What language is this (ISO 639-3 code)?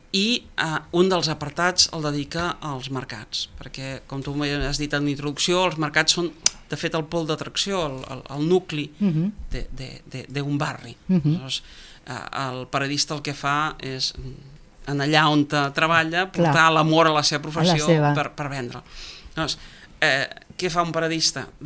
cat